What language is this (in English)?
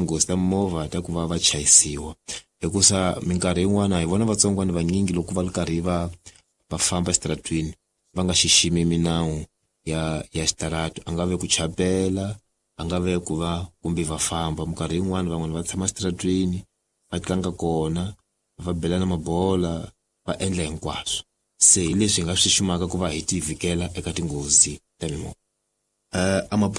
Tsonga